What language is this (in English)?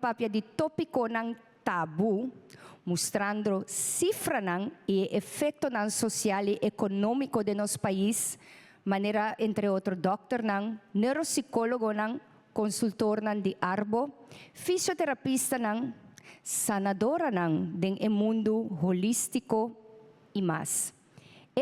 Papiamento